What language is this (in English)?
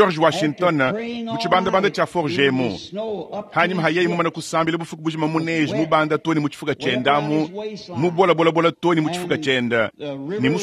Luba-Lulua